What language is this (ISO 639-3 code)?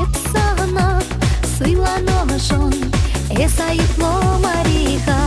chv